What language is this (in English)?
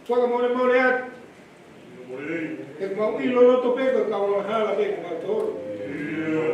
Tongan